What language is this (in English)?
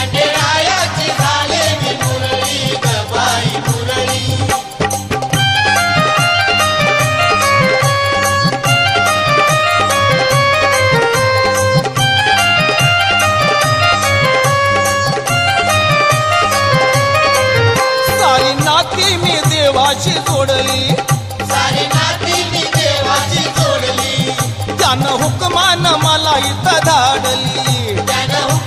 Marathi